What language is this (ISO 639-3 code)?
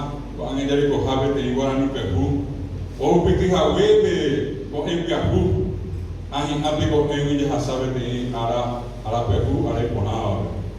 grn